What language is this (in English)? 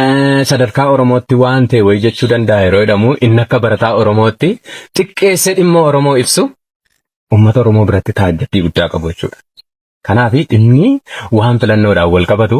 Oromo